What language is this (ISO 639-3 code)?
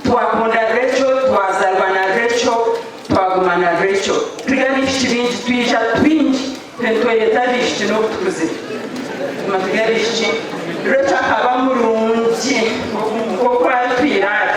nyn